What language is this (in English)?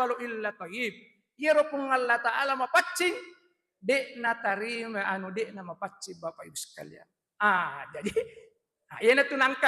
Buginese